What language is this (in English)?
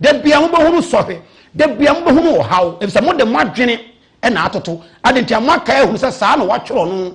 Akan